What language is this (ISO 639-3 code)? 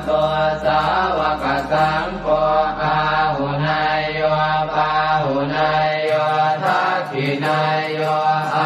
pli